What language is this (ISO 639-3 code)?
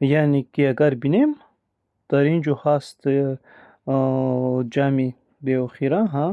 tgk